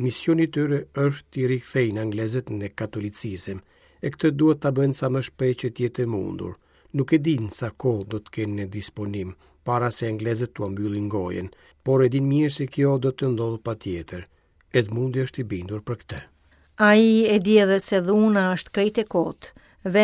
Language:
Albanian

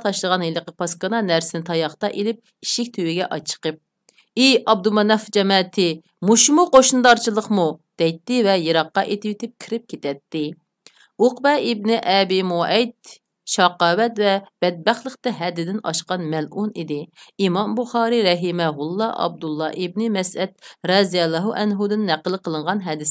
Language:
Uyghur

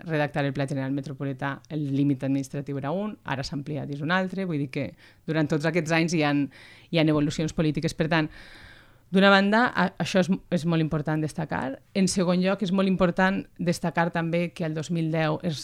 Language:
Catalan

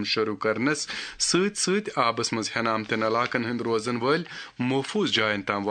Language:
Kashmiri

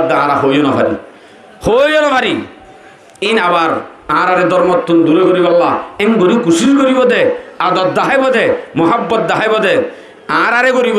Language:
Rohingya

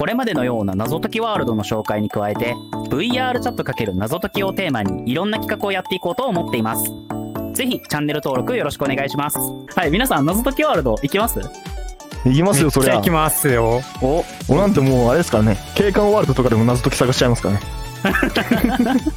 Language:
Japanese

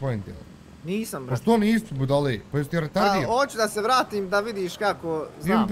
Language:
Bosnian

